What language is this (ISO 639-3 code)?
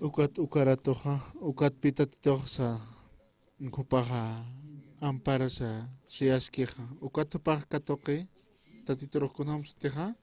aym